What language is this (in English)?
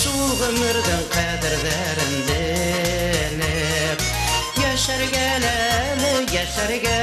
Bashkir